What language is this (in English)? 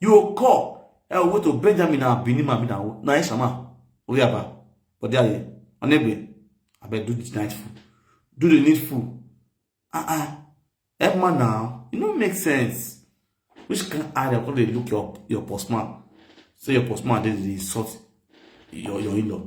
Nigerian Pidgin